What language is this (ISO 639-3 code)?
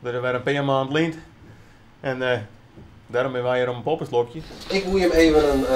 fry